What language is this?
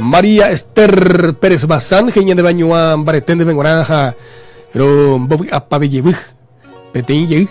Guarani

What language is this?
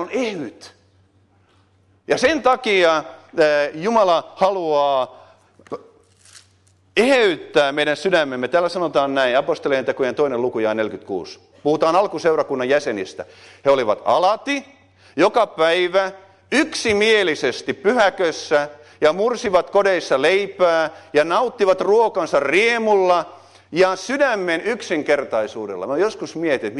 Finnish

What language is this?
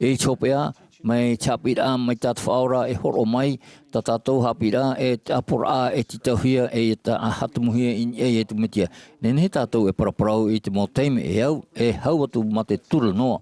Tahitian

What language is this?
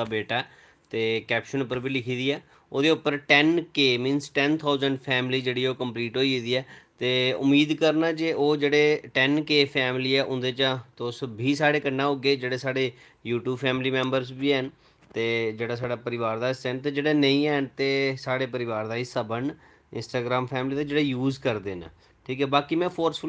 Dogri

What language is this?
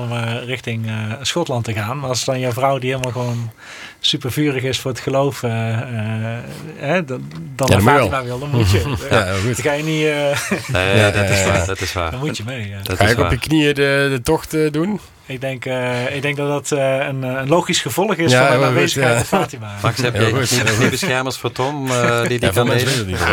Dutch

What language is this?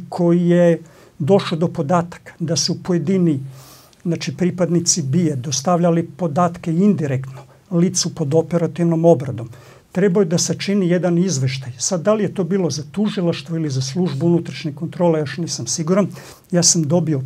Serbian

